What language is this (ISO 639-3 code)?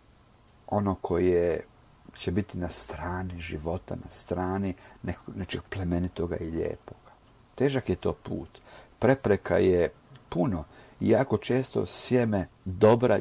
hrv